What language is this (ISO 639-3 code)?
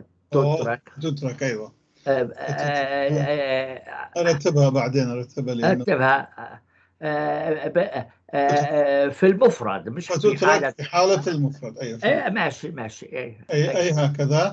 apc